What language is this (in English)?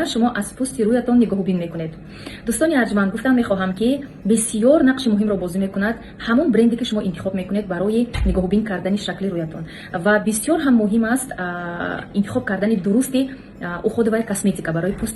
Tajik